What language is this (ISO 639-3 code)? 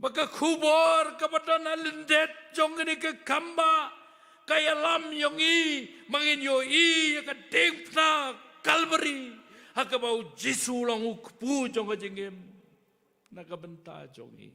kha